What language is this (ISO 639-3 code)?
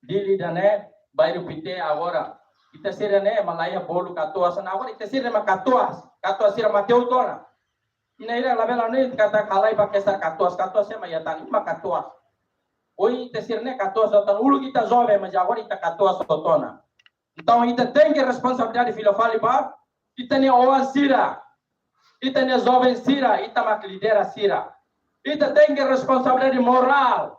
tet